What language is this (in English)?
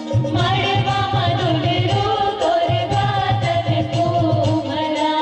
Chhattisgarhi